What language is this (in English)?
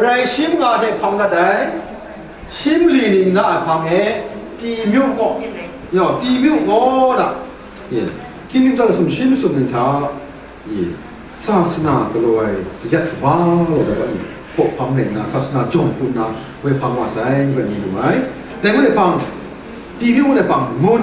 Kachin